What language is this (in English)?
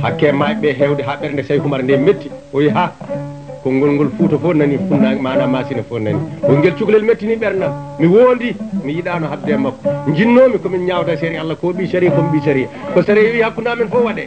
Fula